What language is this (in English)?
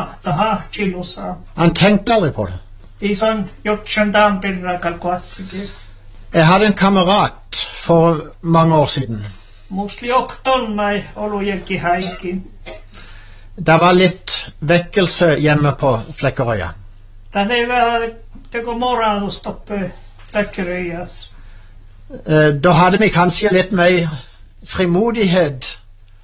Norwegian